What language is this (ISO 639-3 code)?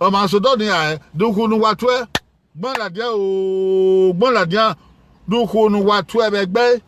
bin